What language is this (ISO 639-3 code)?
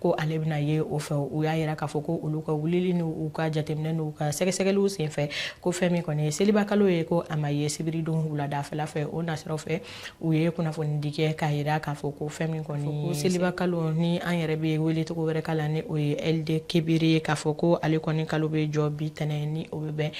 bam